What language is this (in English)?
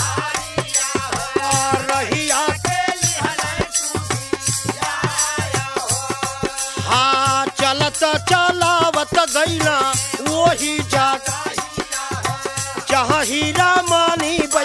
Bhojpuri